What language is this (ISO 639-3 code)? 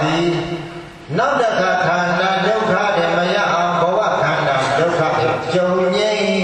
mya